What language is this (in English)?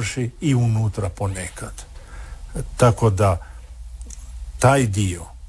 Croatian